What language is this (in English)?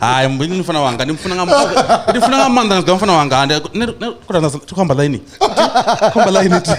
Venda